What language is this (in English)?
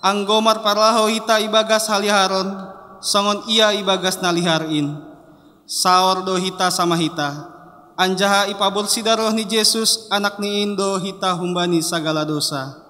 Batak Simalungun